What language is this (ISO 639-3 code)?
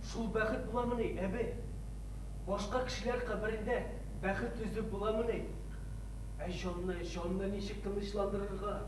tat